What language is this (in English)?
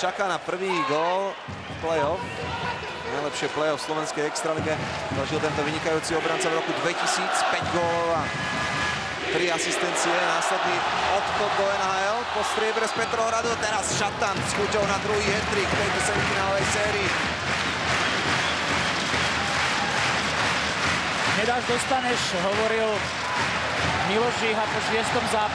Slovak